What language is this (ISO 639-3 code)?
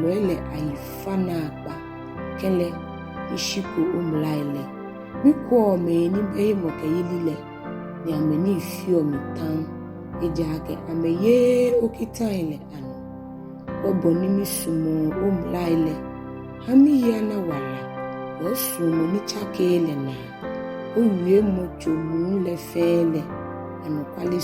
gaa